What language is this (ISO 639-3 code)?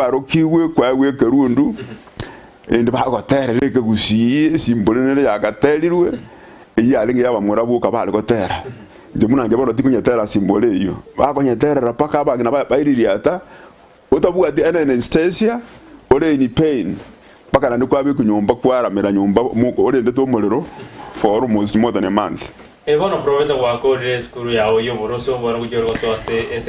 guz